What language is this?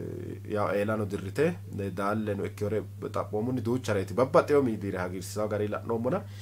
Sidamo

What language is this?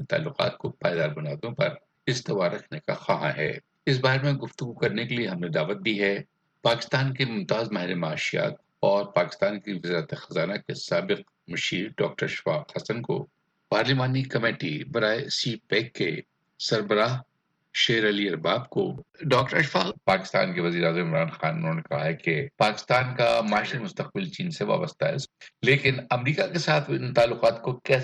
Urdu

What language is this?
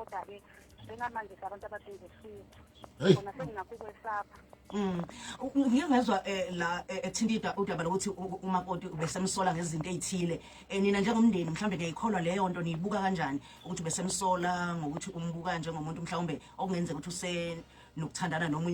Zulu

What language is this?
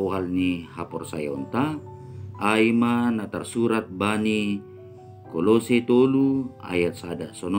Batak Simalungun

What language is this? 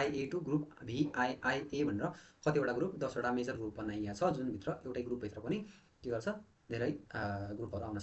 Nepali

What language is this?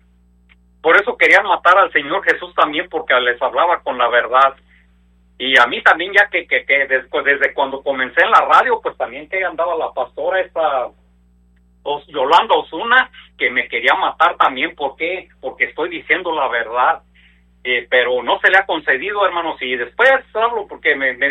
Spanish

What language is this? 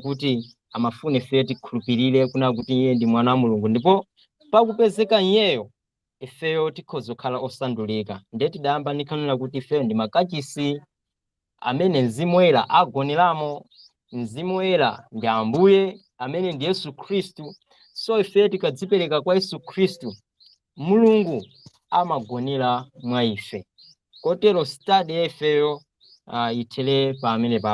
Nyanja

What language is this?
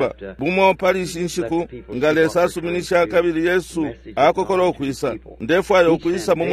Bemba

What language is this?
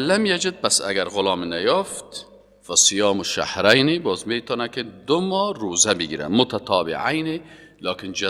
Persian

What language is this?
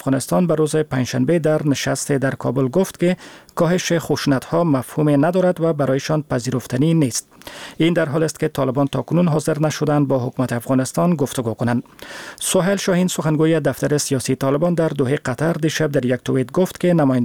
Persian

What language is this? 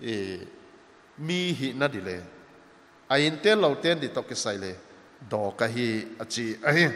Paite Chin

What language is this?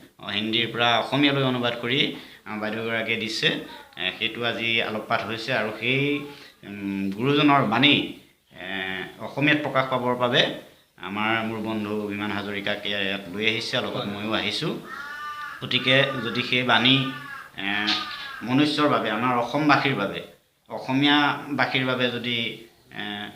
Assamese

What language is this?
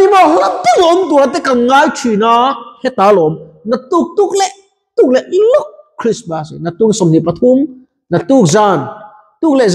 Mizo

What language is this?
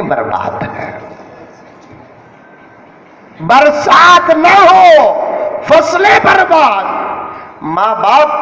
Urdu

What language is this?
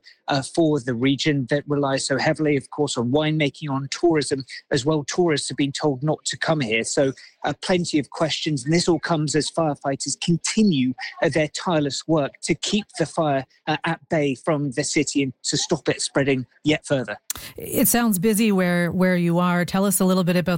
English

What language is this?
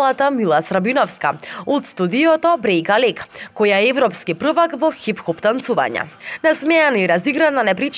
Macedonian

